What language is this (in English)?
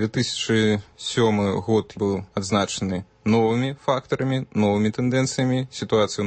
Belarusian